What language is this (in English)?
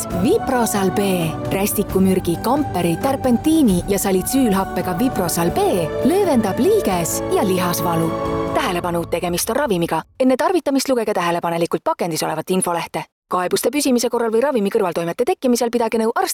Estonian